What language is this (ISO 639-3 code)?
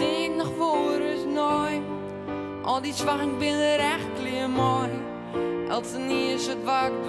fry